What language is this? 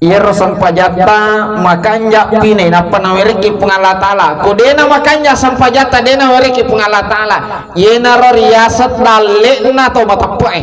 Buginese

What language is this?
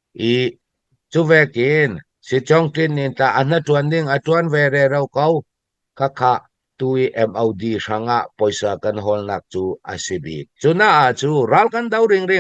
Falam Chin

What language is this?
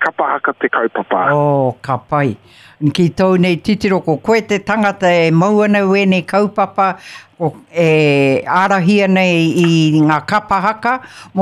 Māori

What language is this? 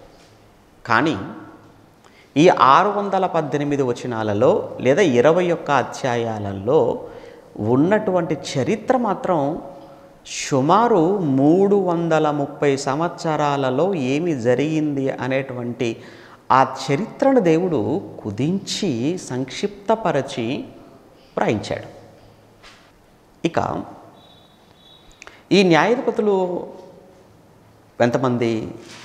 Telugu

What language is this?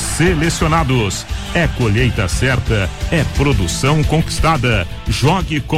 Portuguese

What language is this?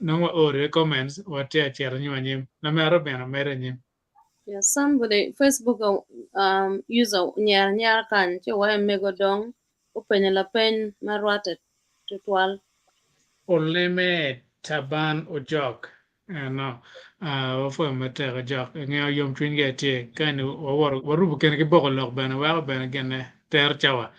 Acoli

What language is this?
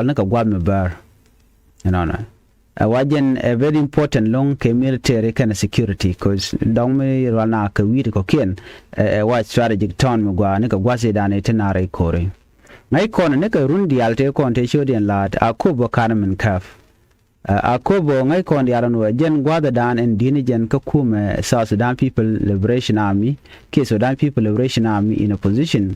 Nuer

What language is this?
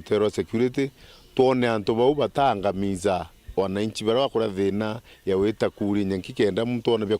Meru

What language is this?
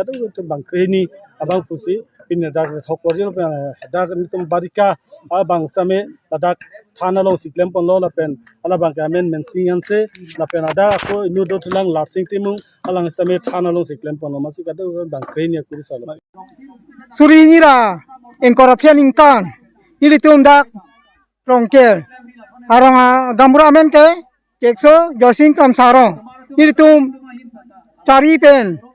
Karbi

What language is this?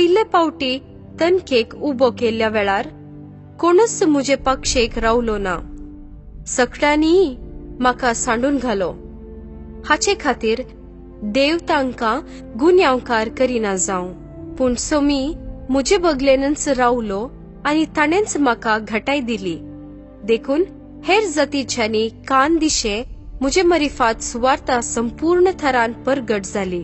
Konkani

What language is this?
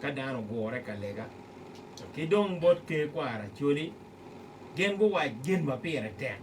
Acoli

